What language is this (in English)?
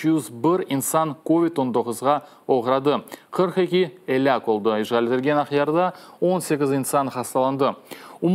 Crimean Tatar